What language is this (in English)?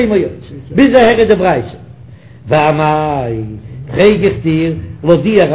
Yiddish